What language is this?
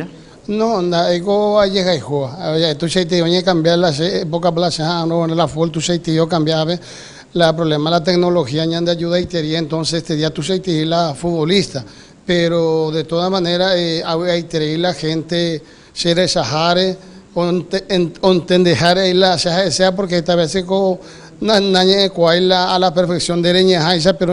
Guarani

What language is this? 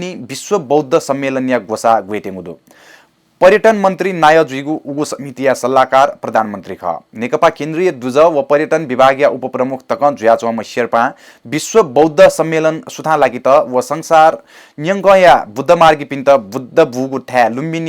Newari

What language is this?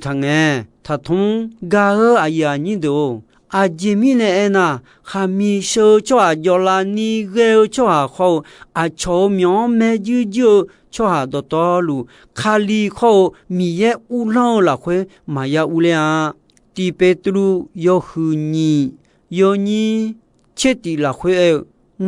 Akha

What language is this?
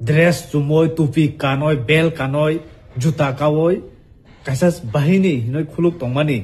Kok Borok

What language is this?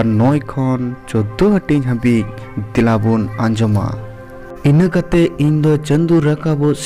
Santali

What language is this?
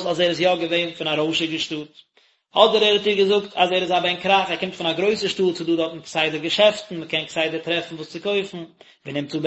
Yiddish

